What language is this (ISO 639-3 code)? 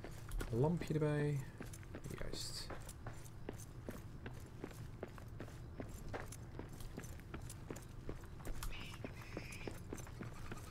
nld